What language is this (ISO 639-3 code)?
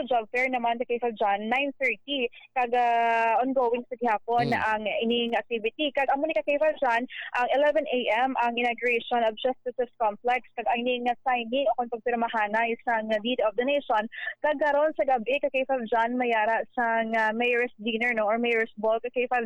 hil